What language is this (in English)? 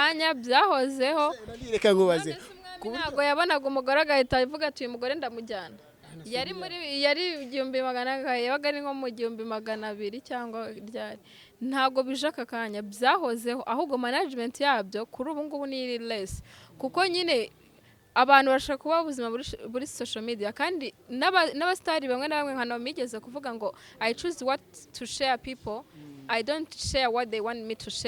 Kinyarwanda